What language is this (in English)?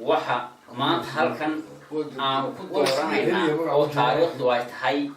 Somali